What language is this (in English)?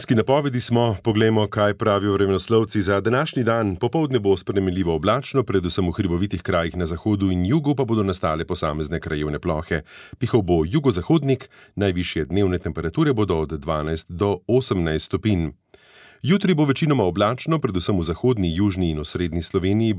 Slovenian